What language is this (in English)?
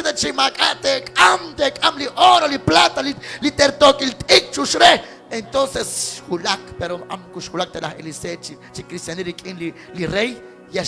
Kekchí